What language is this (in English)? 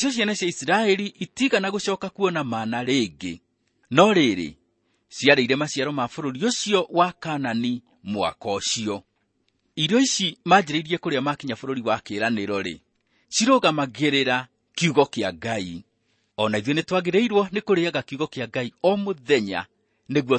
Kikuyu